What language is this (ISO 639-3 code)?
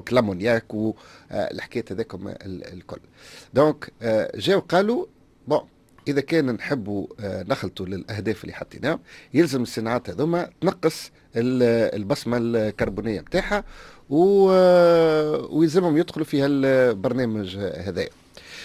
aeb